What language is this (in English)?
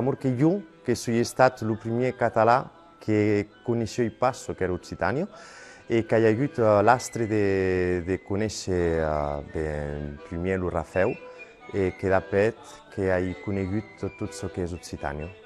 Catalan